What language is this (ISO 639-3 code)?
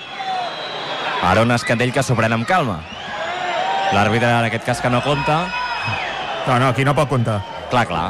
cat